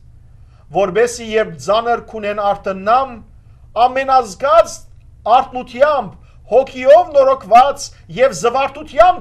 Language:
Western Armenian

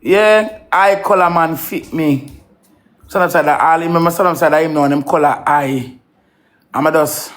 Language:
Jamaican Creole English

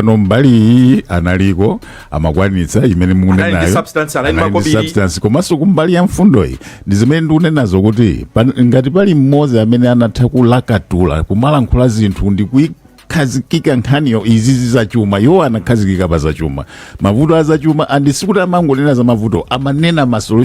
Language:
Nyanja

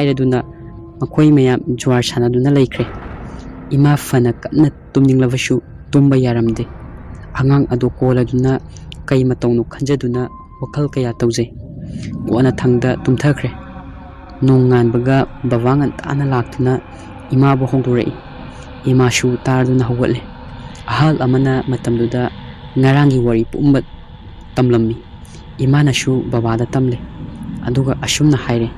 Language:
Manipuri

